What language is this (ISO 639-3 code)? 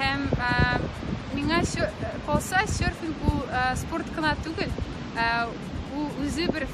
tat